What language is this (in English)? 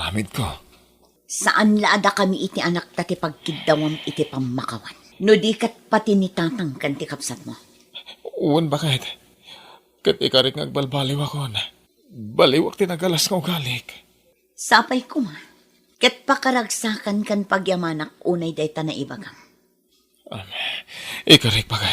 Iloko